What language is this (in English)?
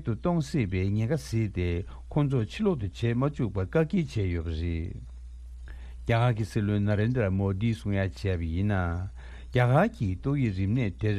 Tibetan